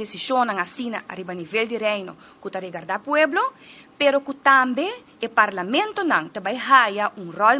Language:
Papiamento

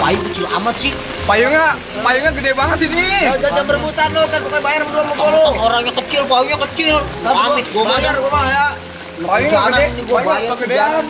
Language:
Betawi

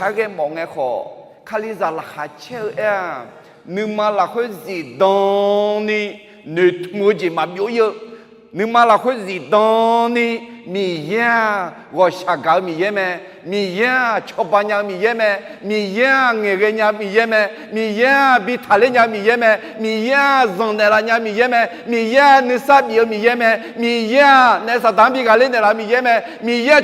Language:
Akha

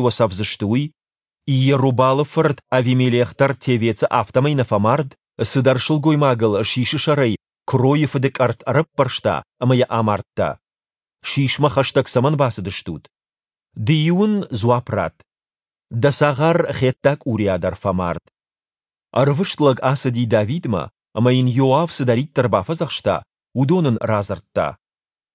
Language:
Ossetic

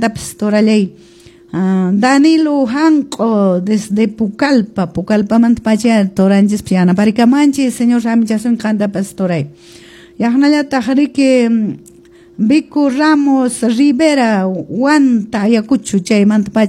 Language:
Quechua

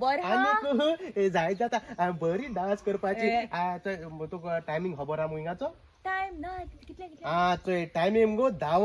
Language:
Konkani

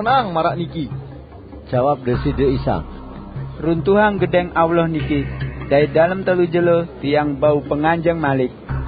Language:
Sasak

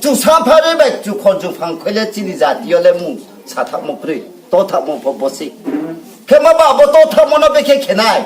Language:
Riang (India)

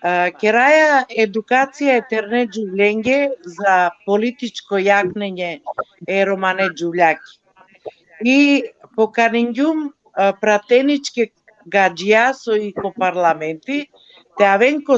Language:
Balkan Romani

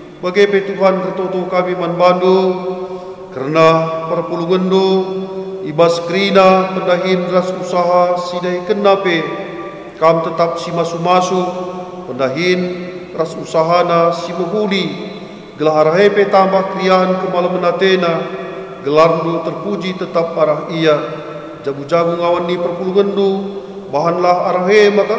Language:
Batak Karo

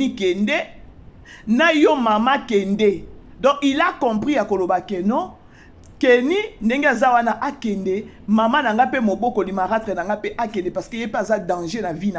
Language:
Lingala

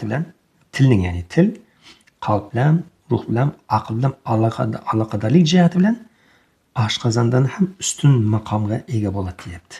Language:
Uzbek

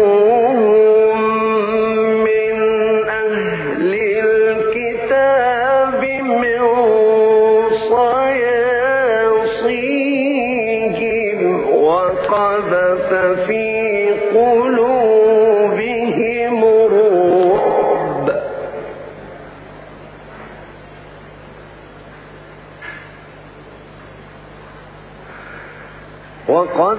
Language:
Arabic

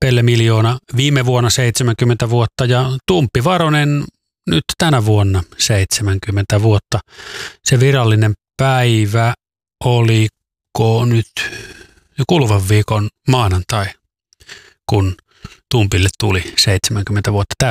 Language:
Finnish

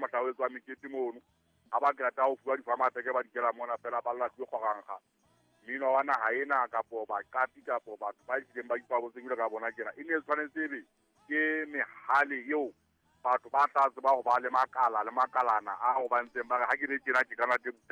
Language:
Southern Sotho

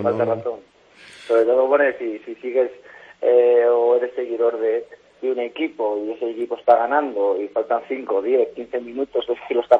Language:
Spanish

